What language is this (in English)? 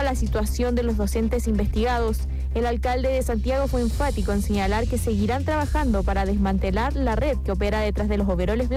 Spanish